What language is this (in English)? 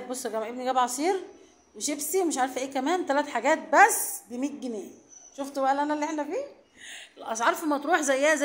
Egyptian Arabic